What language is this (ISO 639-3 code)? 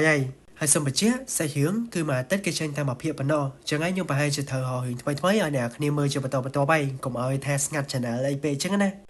khm